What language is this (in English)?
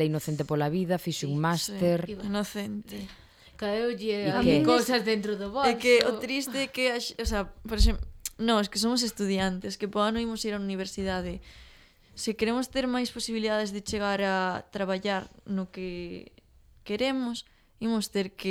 Galician